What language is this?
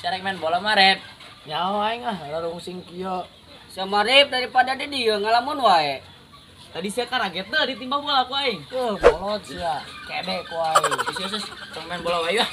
Sundanese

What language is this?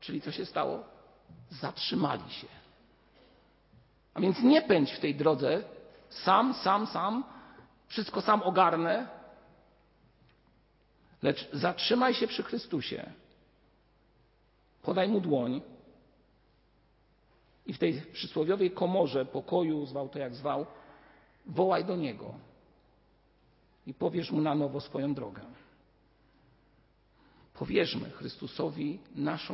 Polish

